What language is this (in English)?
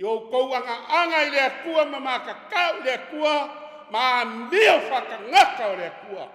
Samoan